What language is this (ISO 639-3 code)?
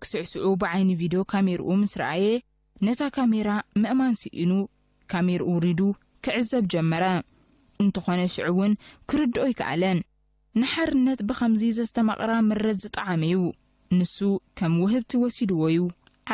tir